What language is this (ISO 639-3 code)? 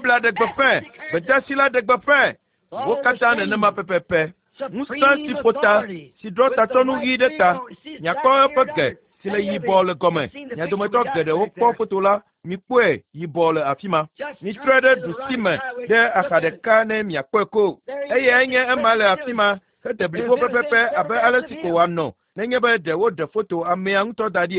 ewe